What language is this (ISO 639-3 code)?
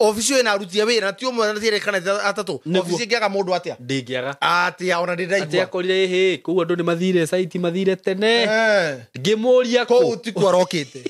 kik